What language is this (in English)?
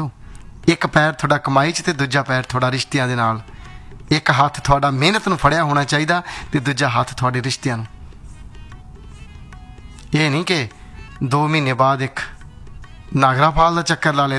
Punjabi